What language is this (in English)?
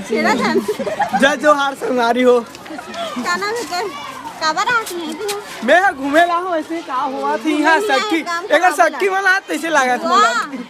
Chhattisgarhi